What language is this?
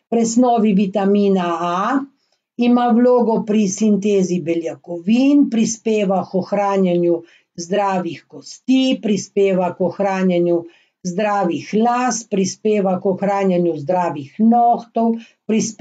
Slovenian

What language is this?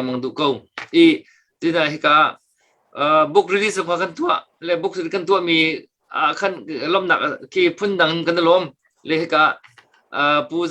Hakha Chin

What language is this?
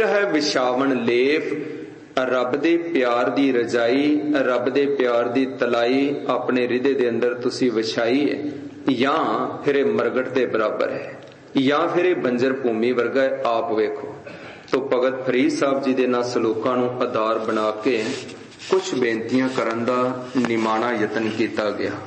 Punjabi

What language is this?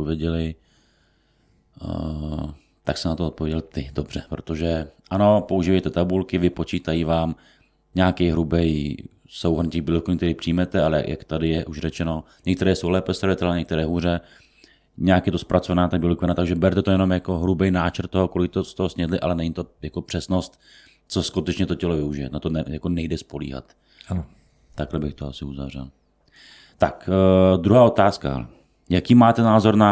Czech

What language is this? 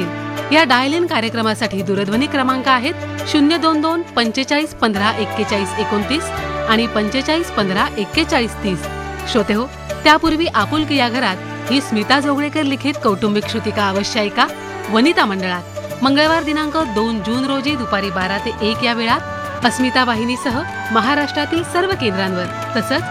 Marathi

